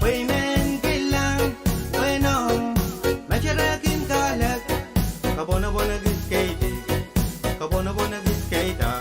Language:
Pohnpeian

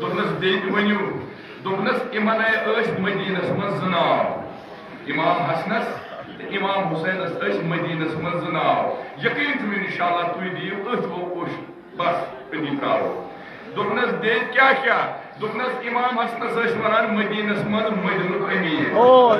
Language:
Kashmiri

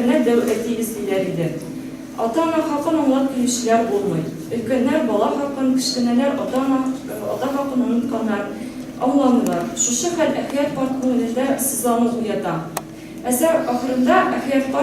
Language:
Tatar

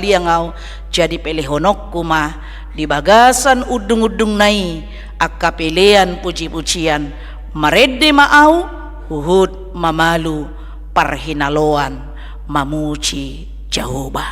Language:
Batak Toba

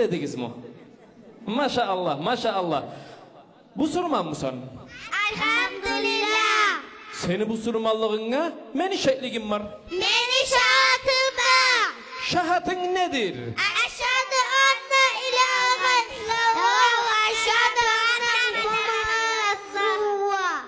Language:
Kumyk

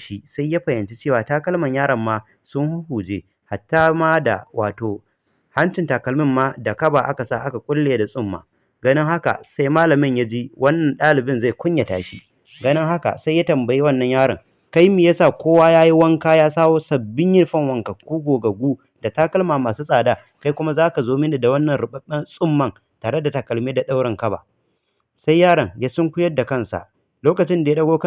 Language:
Hausa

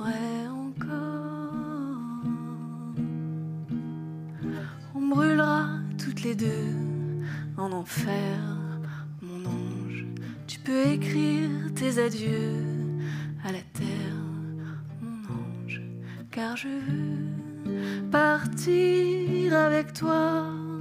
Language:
French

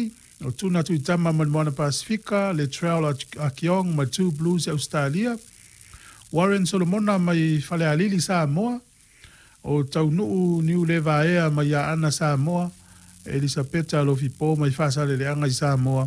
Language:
Samoan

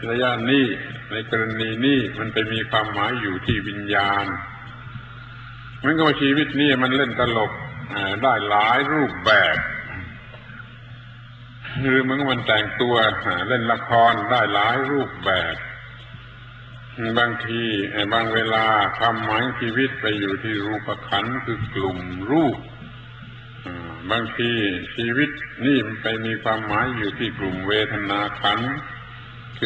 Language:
Thai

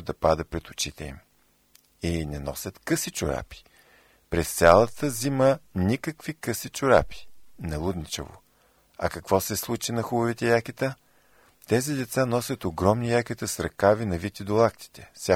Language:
Bulgarian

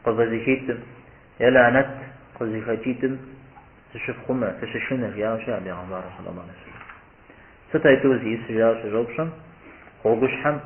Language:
Kabardian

